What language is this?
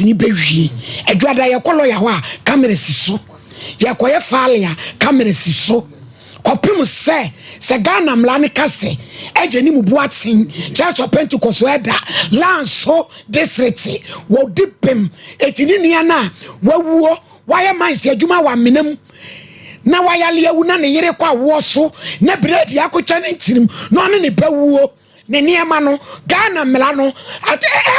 Akan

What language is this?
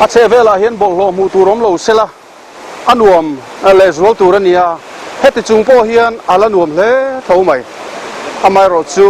Mizo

